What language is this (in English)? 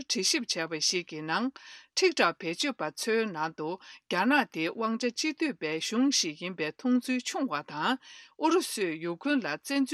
Tibetan